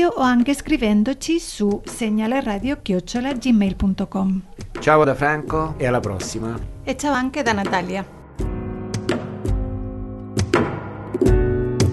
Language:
Italian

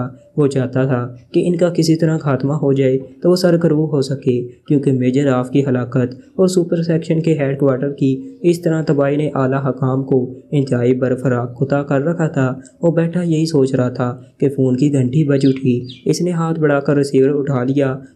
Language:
Urdu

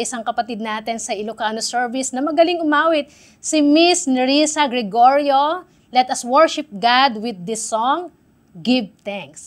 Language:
Filipino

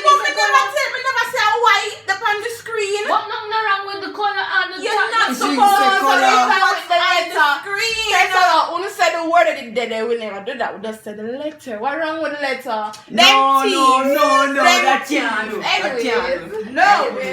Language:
Jamaican Creole English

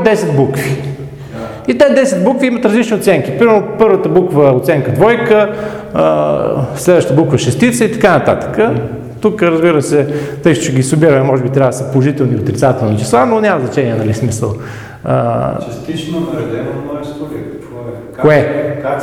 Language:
Bulgarian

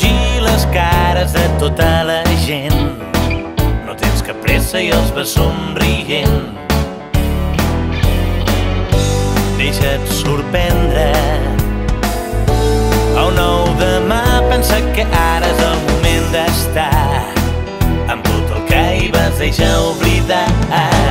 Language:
Catalan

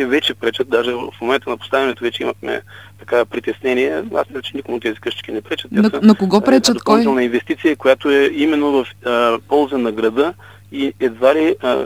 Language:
Bulgarian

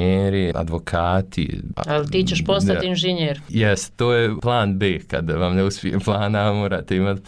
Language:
Bosnian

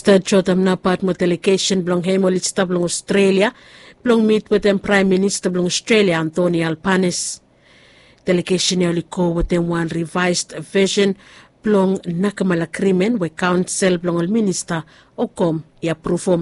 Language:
Bislama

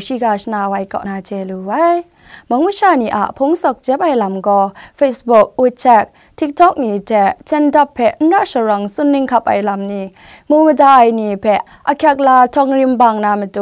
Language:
Kachin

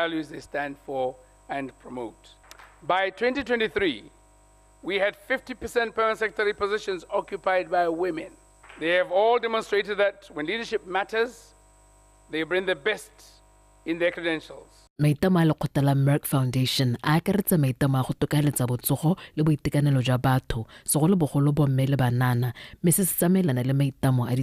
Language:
Tswana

